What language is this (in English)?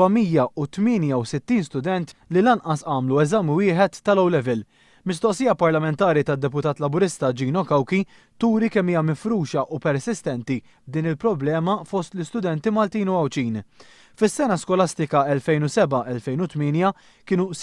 Maltese